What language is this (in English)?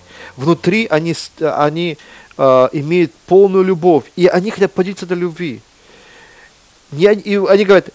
Russian